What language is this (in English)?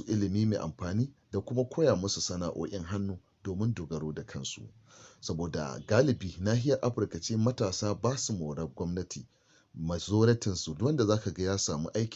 Hausa